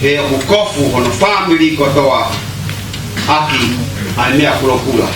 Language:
Tongan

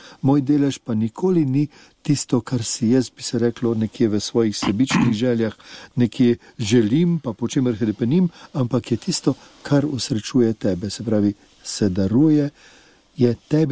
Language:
Slovenian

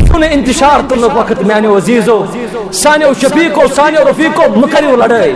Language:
Kashmiri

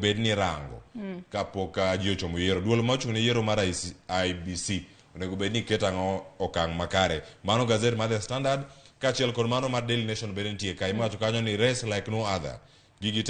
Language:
Luo (Kenya and Tanzania)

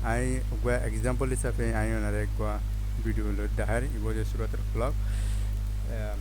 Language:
Rohingya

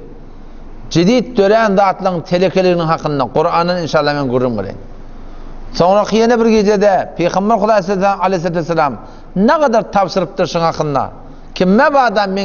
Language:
Turkmen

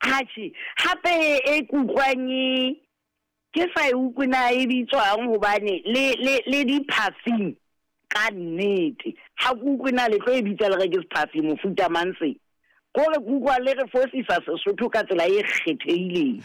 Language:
Southern Sotho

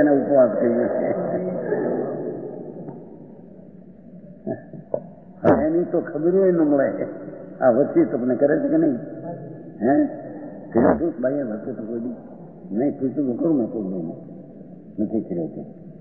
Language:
Gujarati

